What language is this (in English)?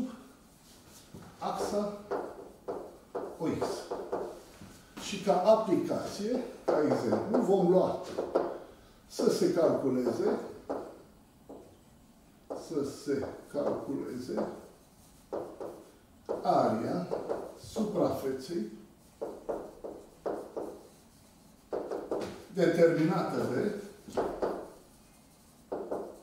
Romanian